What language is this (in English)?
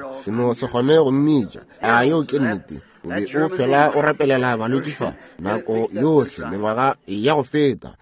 Northern Sotho